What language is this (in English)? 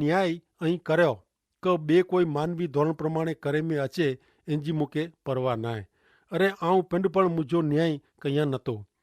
Kachhi